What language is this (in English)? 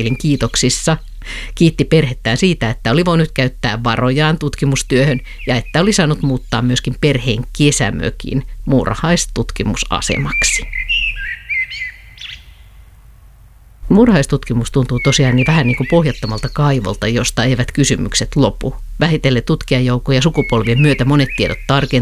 Finnish